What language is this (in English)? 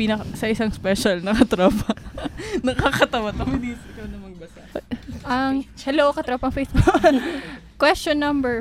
Filipino